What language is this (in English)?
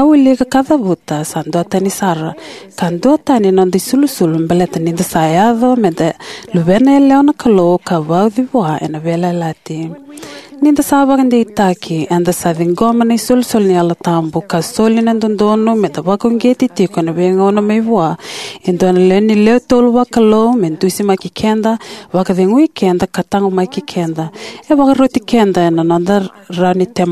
Fijian